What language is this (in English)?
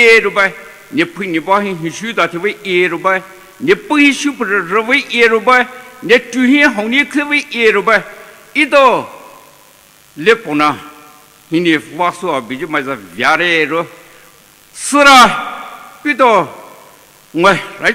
Poumei Naga